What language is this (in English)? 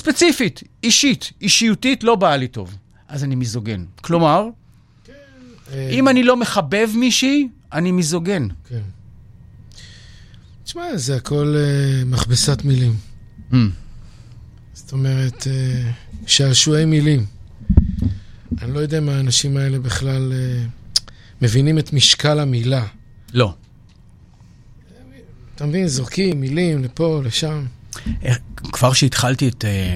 Hebrew